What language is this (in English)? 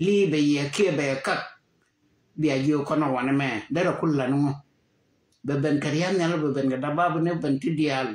Nuer